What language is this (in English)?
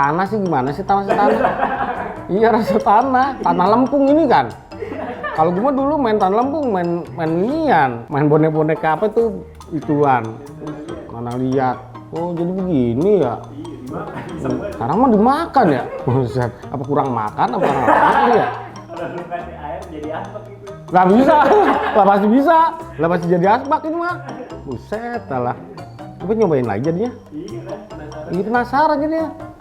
Betawi